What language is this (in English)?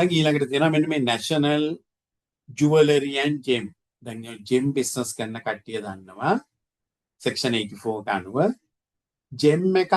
Sinhala